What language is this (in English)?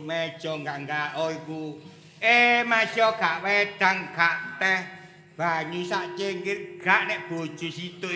Javanese